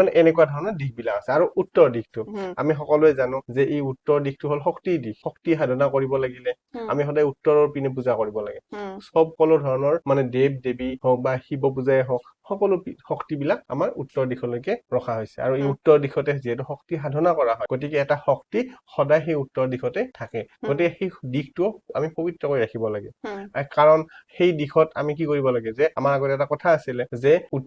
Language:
Assamese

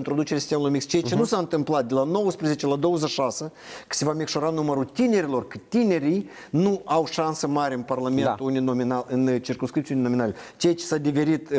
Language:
Romanian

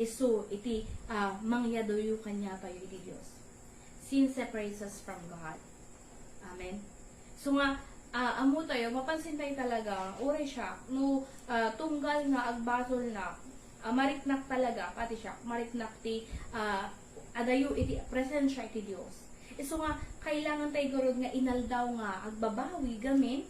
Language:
Iloko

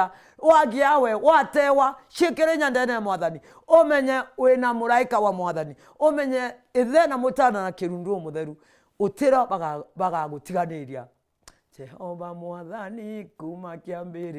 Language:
Meru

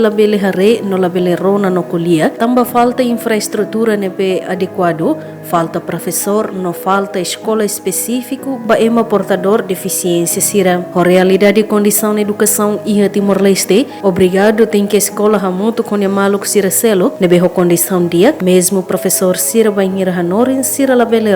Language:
Tetum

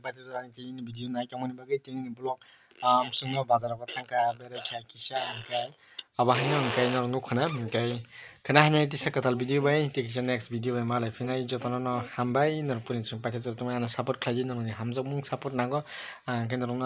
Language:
Kok Borok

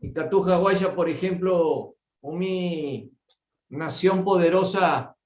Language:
Guarani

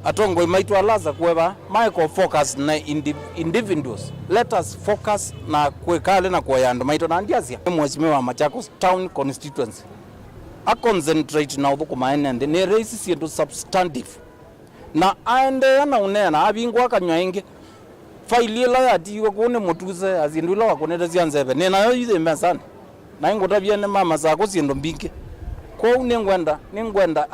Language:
Kamba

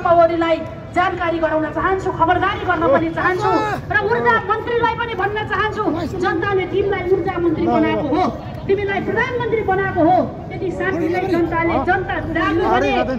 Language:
Nepali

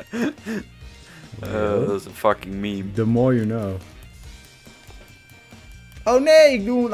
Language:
Dutch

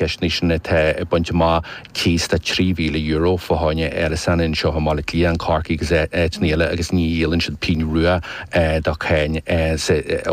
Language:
Irish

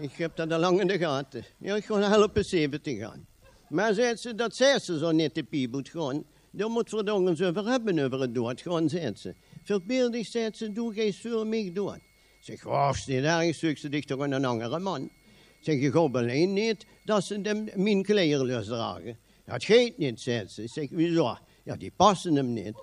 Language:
Limburgish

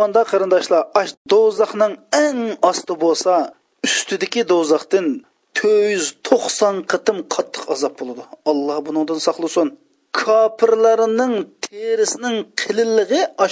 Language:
Uyghur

